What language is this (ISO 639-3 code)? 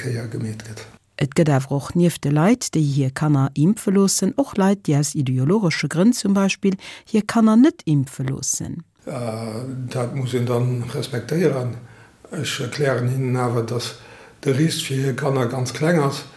ltz